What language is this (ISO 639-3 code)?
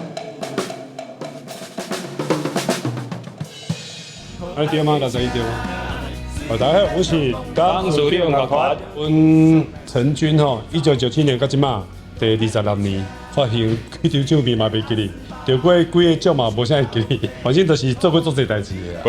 nan